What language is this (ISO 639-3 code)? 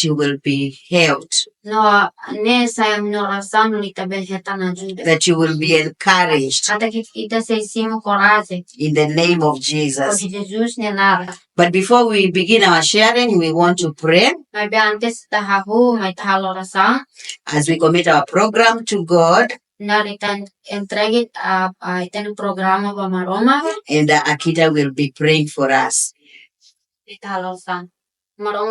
tet